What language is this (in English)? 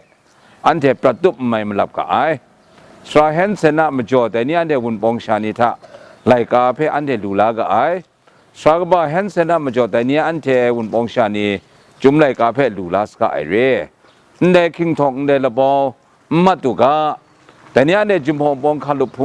Kachin